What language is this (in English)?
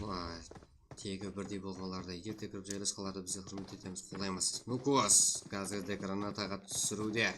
Kara-Kalpak